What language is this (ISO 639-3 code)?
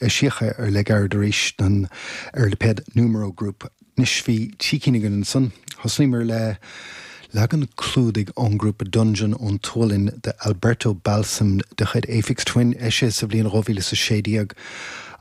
gle